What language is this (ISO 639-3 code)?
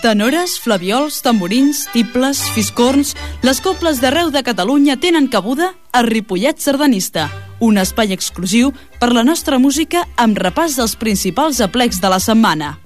cat